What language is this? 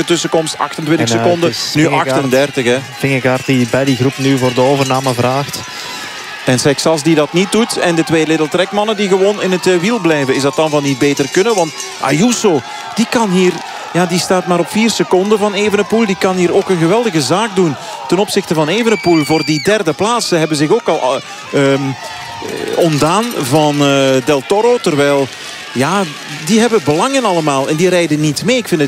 Dutch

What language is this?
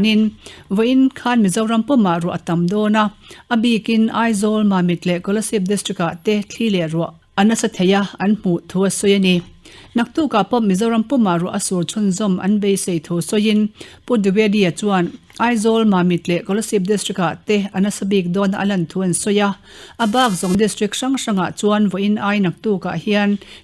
Mizo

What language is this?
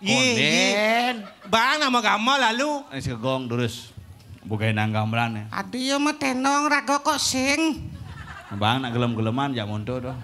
Balinese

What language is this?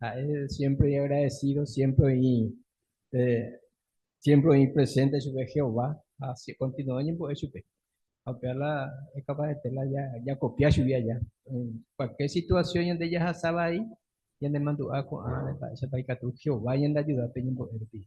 Guarani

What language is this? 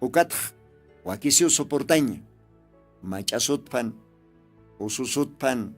Aymara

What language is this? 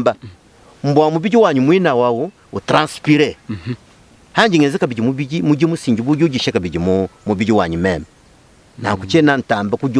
Luba-Lulua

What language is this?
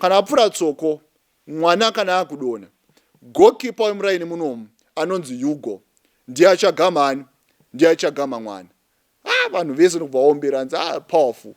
Shona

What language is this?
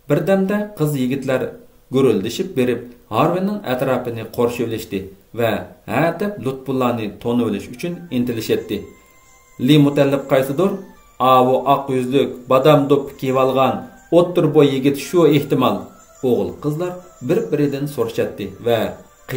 Uyghur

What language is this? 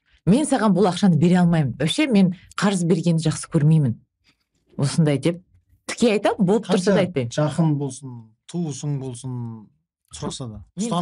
Kazakh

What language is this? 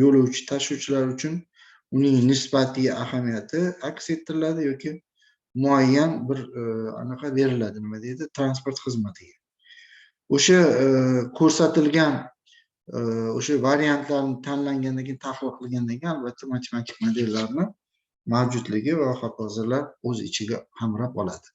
Uzbek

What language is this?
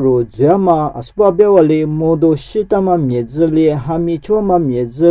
Lisu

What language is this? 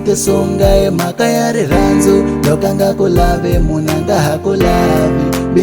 Tsonga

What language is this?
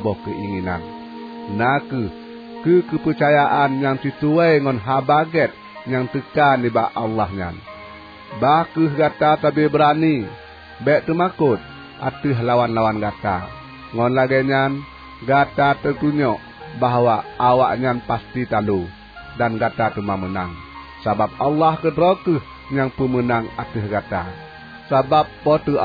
Achinese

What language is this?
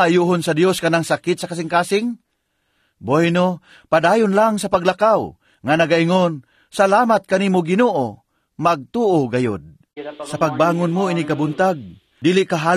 Cebuano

